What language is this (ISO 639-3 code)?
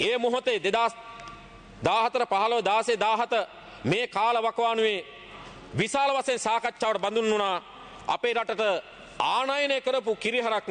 sin